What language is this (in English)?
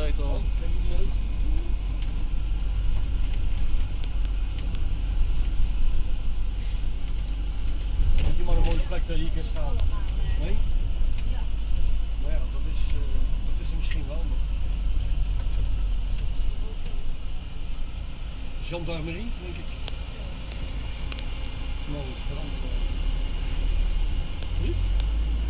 Dutch